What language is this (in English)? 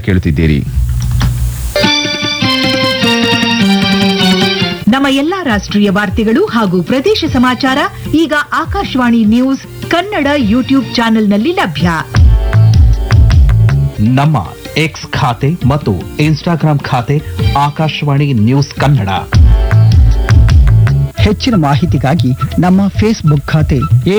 Kannada